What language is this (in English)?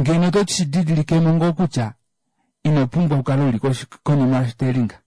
Kuanyama